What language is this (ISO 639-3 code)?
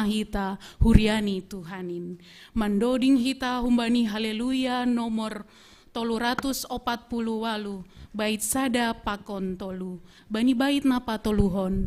bts